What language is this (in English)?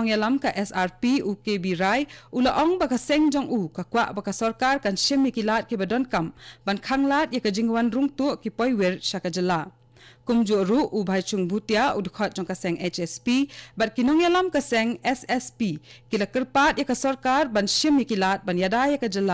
Khasi